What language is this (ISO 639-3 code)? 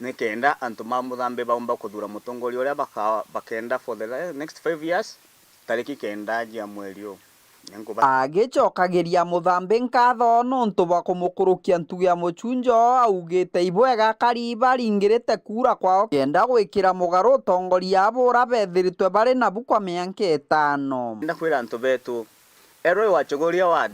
mer